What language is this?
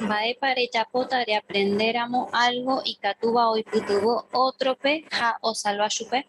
Guarani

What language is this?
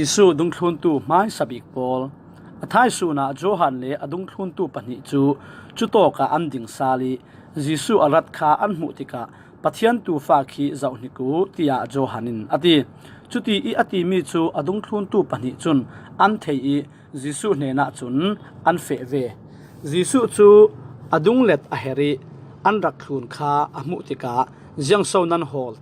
Falam Chin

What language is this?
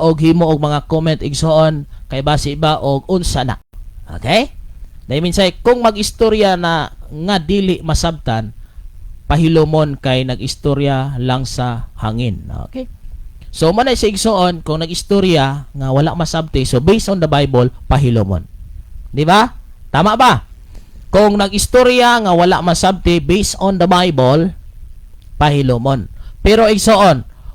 Cebuano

